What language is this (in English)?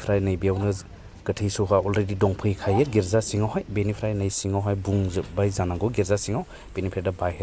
Bodo